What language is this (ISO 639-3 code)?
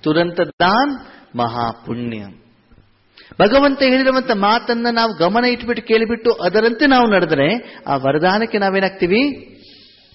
kan